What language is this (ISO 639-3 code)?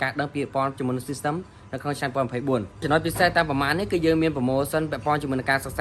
khm